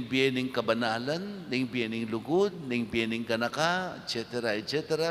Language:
Pampanga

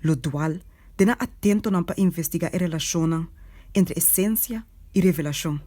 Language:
Papiamento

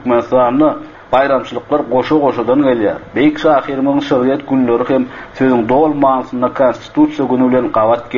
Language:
Turkmen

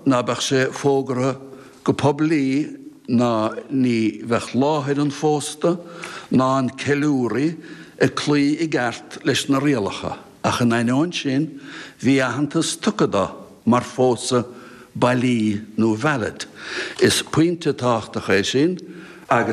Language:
Irish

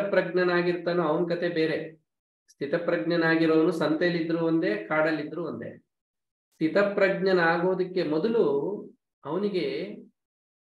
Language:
Kannada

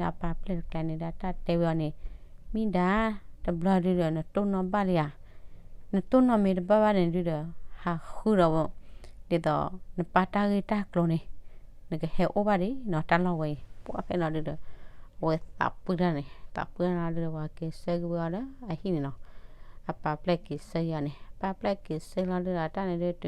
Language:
S'gaw Karen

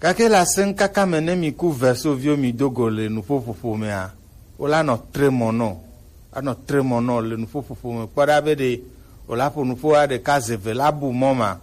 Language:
Gen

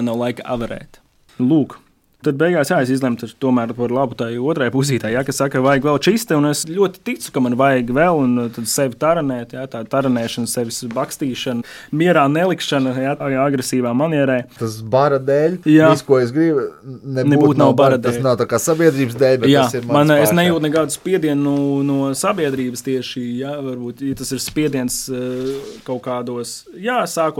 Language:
Latvian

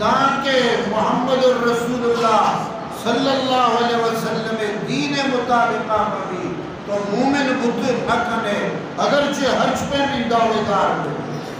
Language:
Eastern Balochi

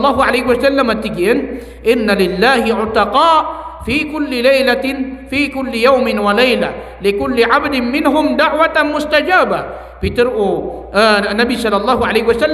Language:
Maranao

